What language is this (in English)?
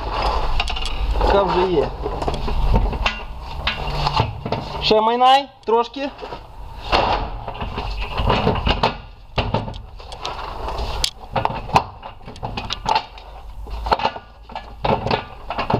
Ukrainian